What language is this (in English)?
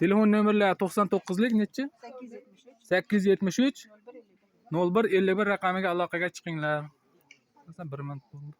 Uzbek